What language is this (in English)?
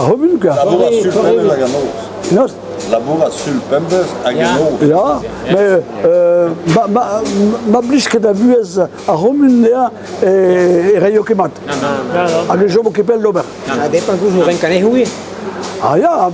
Breton